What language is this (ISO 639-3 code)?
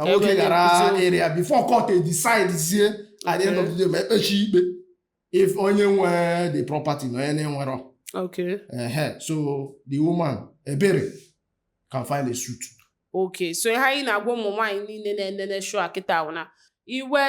ibo